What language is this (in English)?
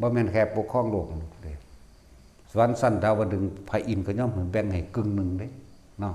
Northeastern Thai